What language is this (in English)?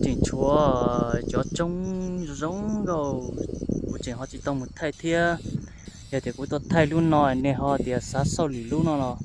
Hmong